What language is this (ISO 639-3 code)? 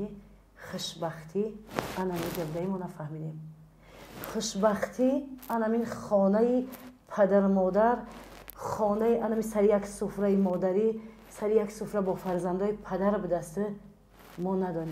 tgk